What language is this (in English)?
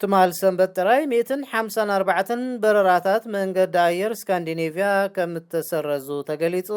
Tigrinya